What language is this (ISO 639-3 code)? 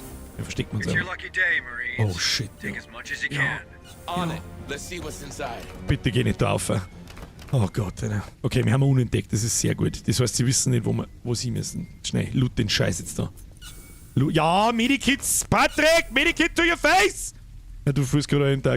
bar